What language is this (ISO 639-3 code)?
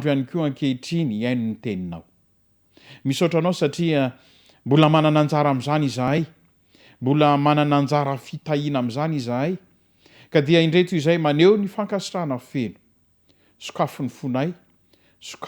mlg